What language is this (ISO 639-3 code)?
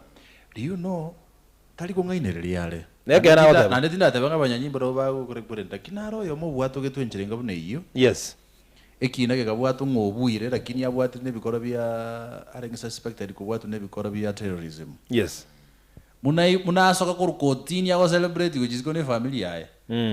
guz